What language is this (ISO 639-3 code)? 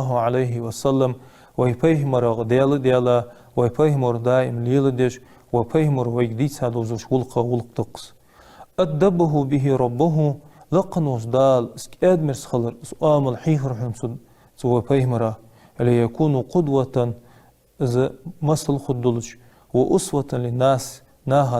inh